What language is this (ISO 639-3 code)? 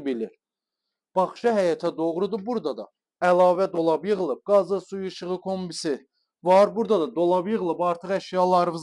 aze